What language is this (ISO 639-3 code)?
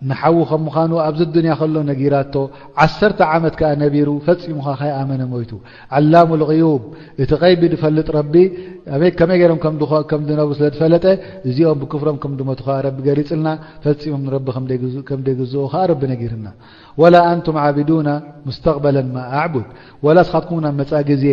tir